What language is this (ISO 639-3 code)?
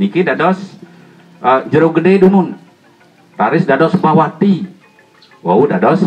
ban